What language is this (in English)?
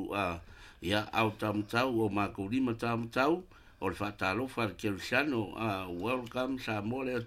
Samoan